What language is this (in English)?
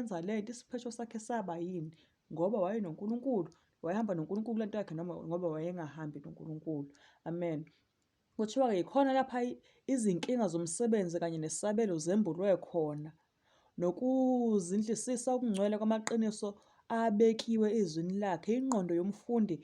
Zulu